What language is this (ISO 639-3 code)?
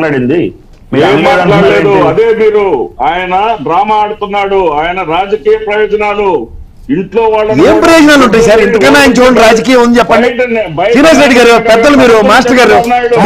tel